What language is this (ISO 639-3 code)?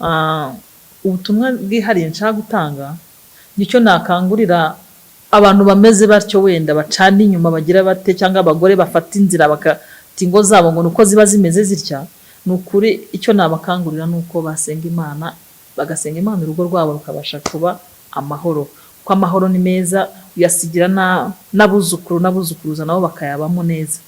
kin